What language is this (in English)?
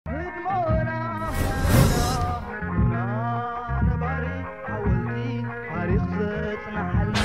Tigrinya